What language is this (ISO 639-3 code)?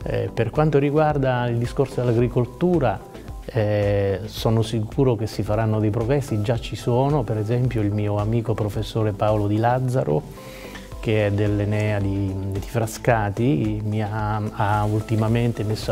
ita